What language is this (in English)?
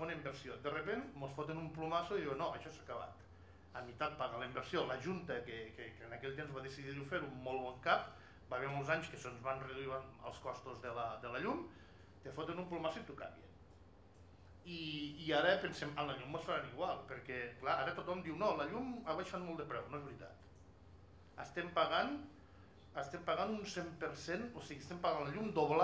Catalan